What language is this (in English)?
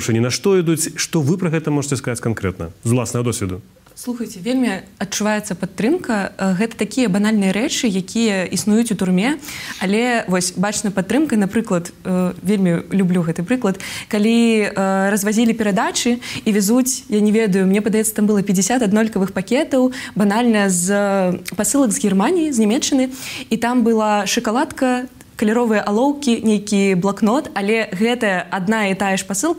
Belarusian